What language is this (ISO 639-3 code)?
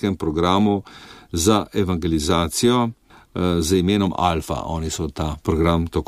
slv